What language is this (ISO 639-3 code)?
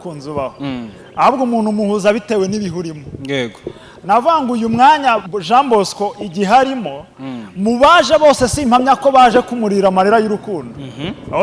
kin